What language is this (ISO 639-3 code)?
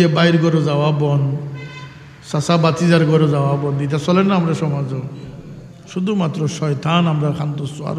syl